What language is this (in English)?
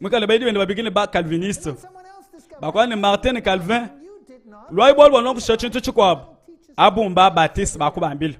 Luba-Lulua